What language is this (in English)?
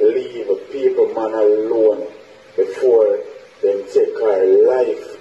Jamaican Creole English